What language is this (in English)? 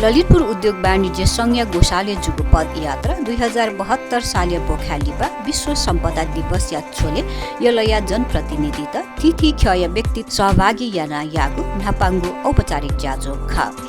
Newari